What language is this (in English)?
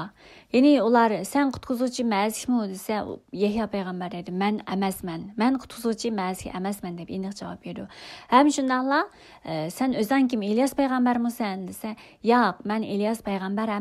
Uyghur